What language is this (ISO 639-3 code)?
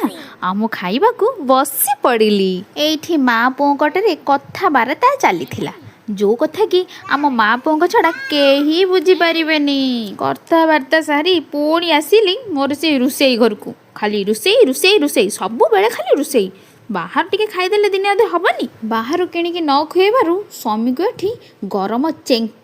ori